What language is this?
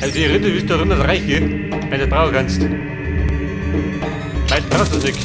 Bavarian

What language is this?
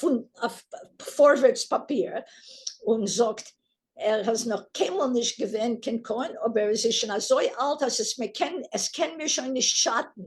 Yiddish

